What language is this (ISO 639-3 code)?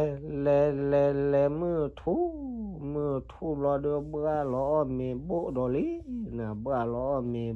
ksw